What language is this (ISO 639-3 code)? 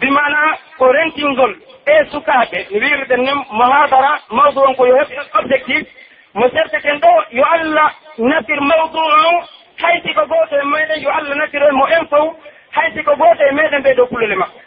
fuf